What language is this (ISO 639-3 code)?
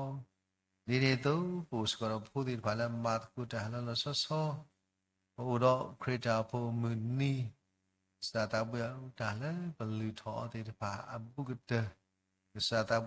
ksw